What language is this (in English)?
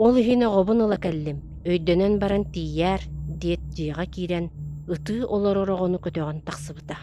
Yakut